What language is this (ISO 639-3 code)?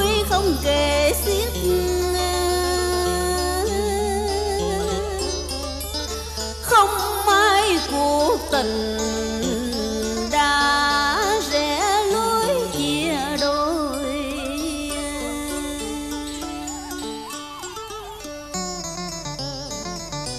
vie